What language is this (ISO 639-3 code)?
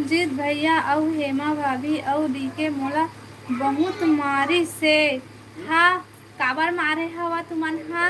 hne